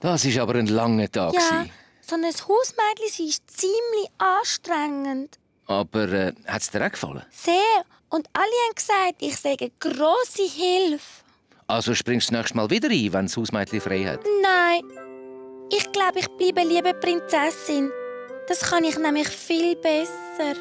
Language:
Swiss German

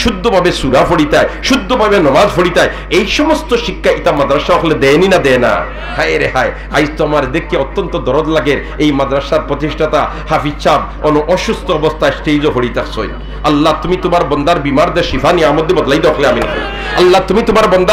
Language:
Sylheti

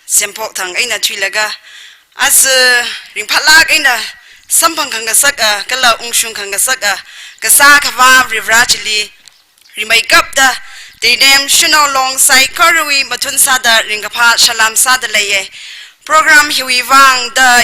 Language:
Tangkhul Naga (India)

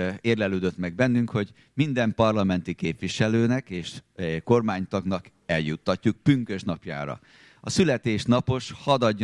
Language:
Hungarian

